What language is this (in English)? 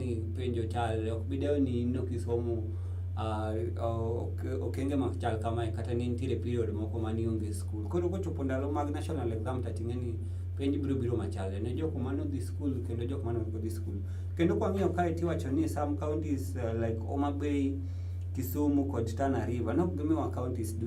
Luo (Kenya and Tanzania)